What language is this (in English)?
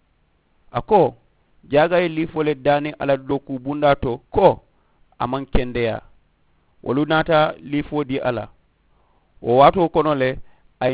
Mandingo